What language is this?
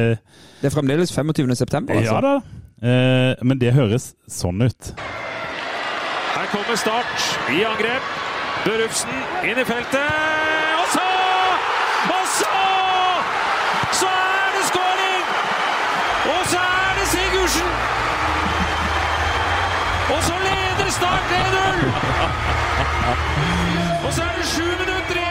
Norwegian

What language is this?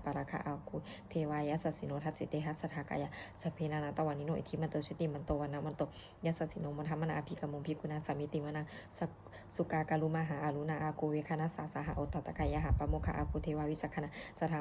Pali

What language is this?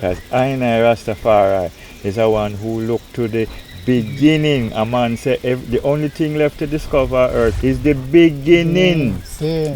Jamaican Creole English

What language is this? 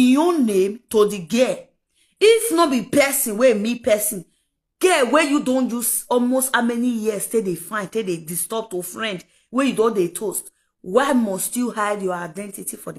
Nigerian Pidgin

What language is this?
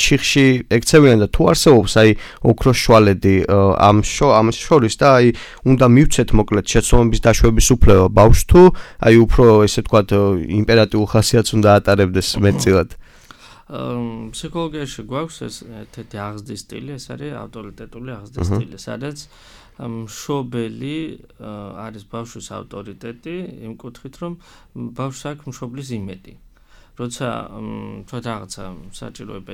Georgian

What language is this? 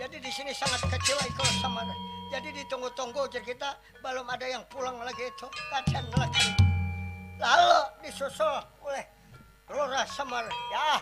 Banjar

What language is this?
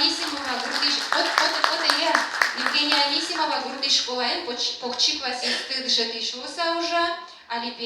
Udmurt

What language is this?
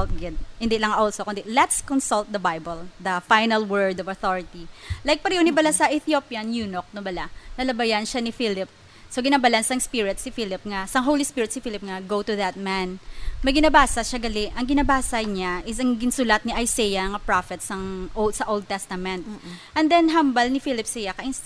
Hiligaynon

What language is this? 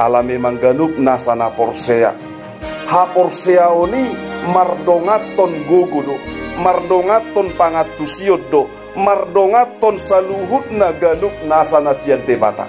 Batak Toba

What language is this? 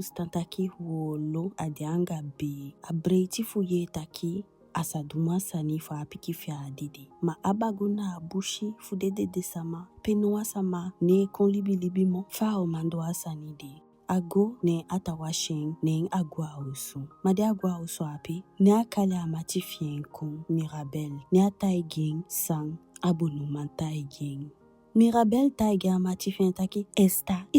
Eastern Maroon Creole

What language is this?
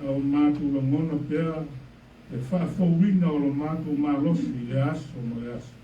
Samoan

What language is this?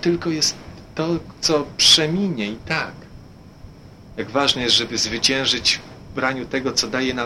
Polish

